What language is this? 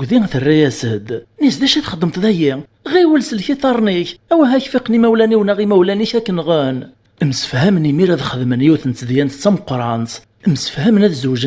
Kabyle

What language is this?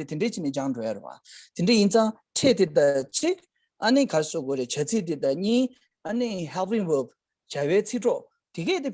Tibetan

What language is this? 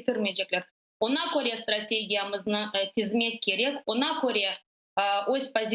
Crimean Tatar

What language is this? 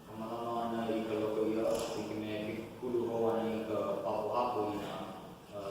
Hawaiian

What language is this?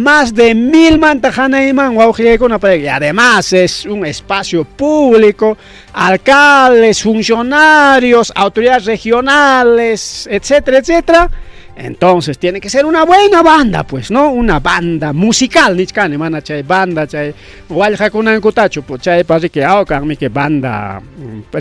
Ayacucho Quechua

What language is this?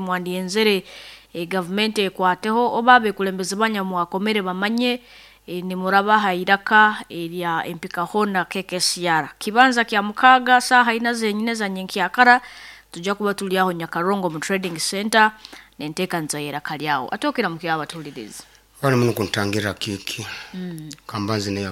Nyoro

